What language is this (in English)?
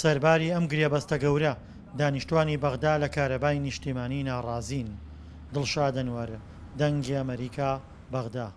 Central Kurdish